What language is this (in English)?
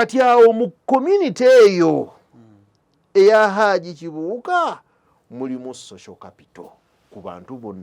Ganda